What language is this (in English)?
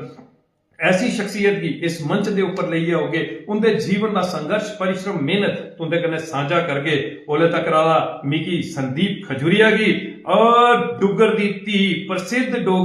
Dogri